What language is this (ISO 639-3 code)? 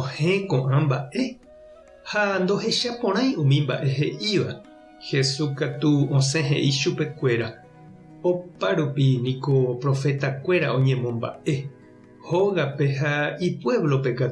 grn